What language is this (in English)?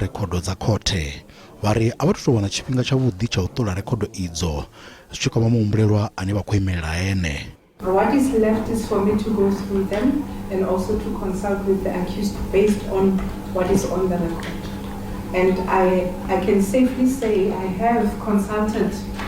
Venda